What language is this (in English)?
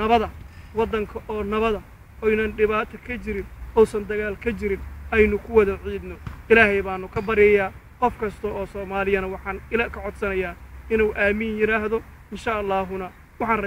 Somali